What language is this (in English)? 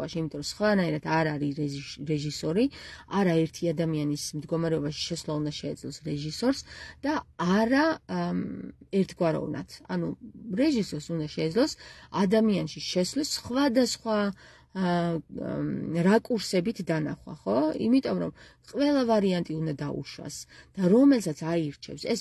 Georgian